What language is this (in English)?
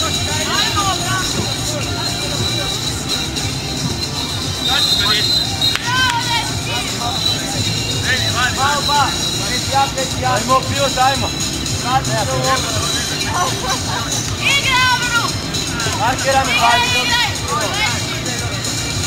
Croatian